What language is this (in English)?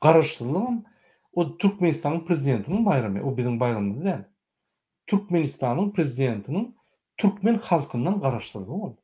Turkmen